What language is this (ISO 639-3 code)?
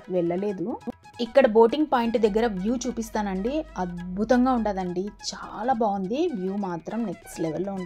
tel